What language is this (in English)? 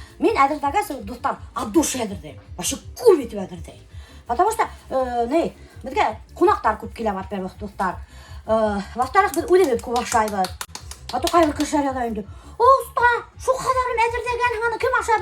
Bashkir